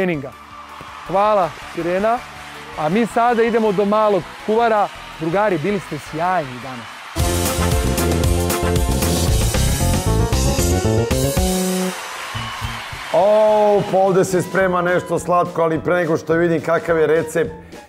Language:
Serbian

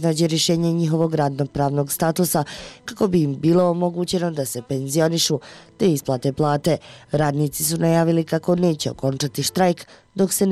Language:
Bosnian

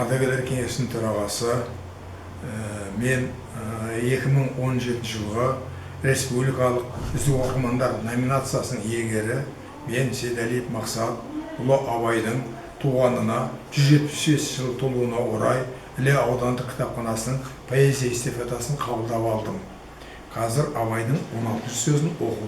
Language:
Kazakh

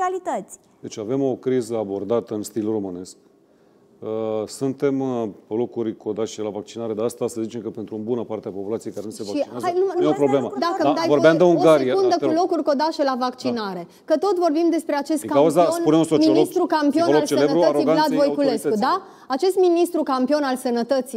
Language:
Romanian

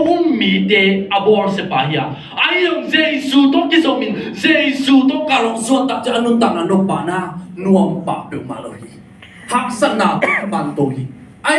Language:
Tedim Chin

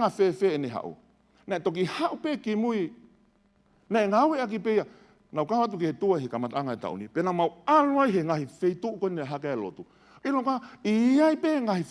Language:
Tongan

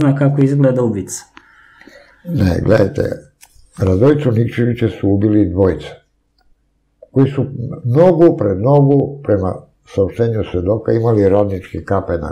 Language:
Serbian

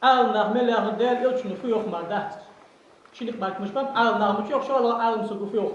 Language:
Ingush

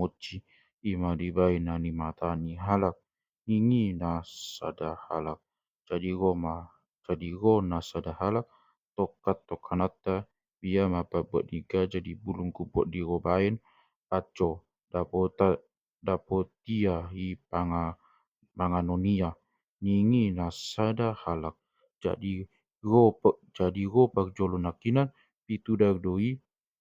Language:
Batak Toba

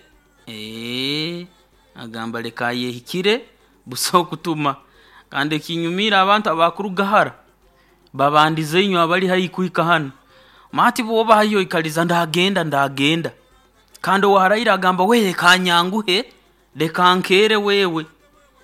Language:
Nyoro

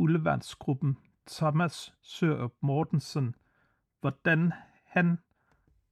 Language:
Danish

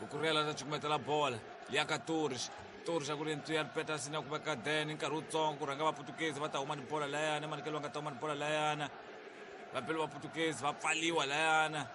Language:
Tsonga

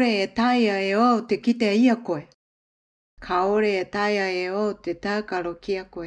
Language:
Māori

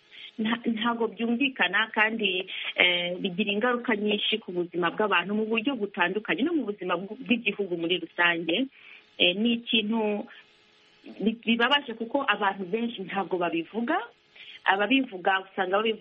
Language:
Kinyarwanda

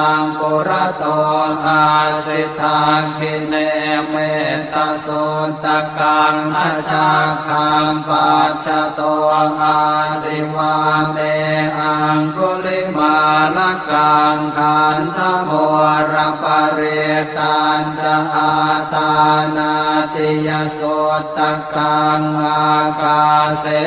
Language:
Pali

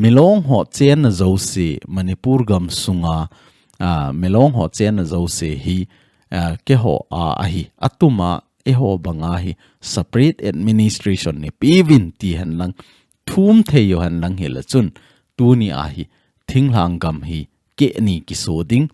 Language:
Thado Chin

